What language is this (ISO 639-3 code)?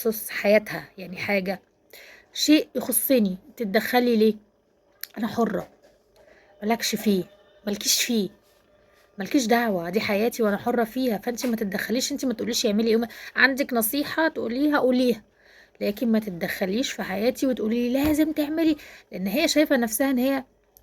arz